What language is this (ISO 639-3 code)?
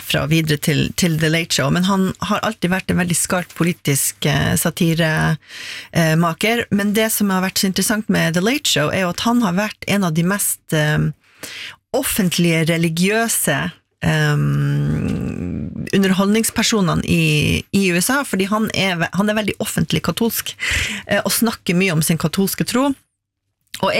nor